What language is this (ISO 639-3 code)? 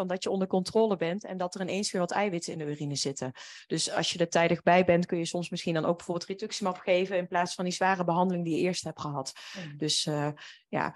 nld